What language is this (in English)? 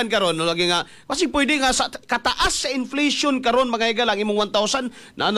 Cebuano